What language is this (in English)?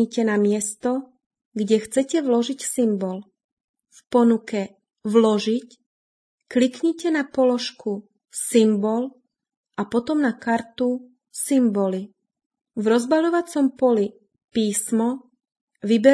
Slovak